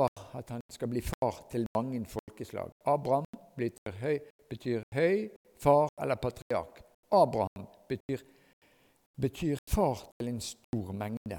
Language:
Norwegian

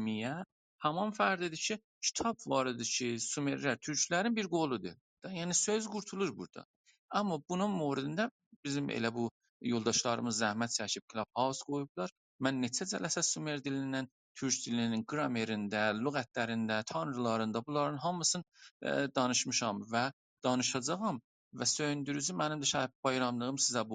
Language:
South Azerbaijani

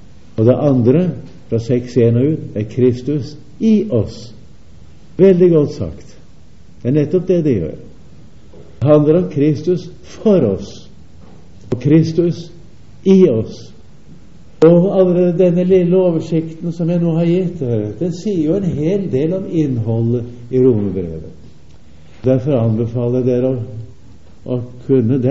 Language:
Norwegian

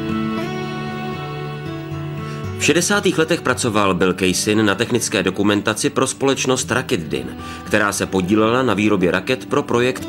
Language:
Czech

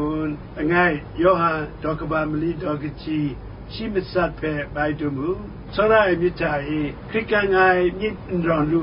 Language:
Kachin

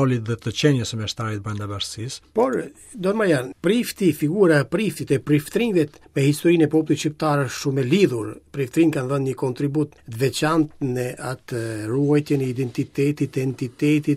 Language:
Albanian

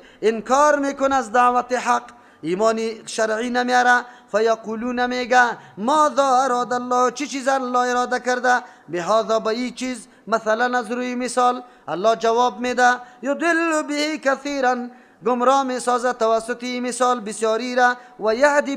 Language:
Persian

